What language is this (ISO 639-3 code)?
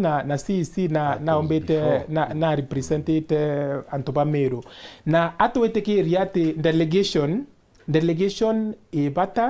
mer